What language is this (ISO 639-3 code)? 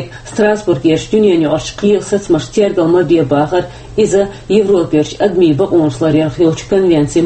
che